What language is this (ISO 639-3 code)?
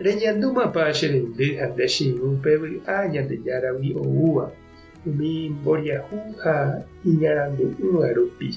grn